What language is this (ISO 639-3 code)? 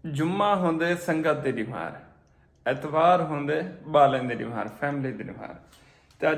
skr